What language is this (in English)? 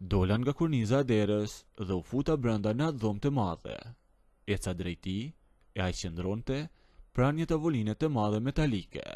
Albanian